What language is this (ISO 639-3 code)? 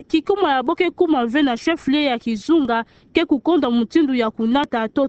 ktu